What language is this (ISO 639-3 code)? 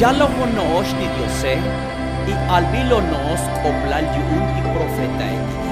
tzo